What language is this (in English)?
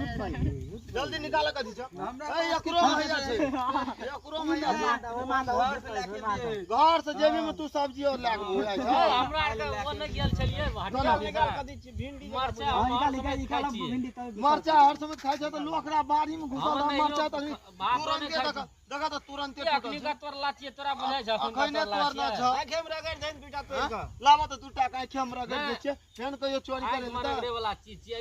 Maithili